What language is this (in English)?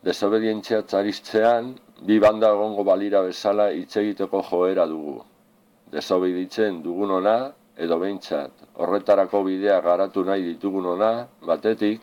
Basque